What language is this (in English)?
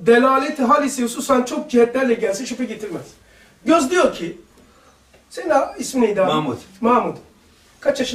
Turkish